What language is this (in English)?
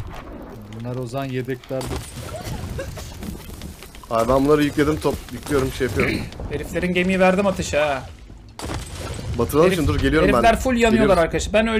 Turkish